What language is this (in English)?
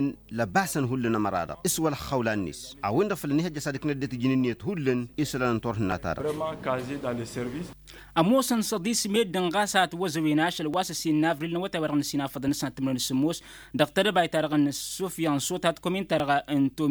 Tamasheq